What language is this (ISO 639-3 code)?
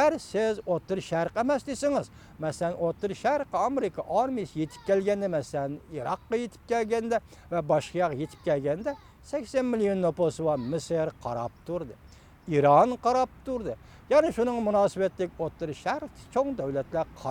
uig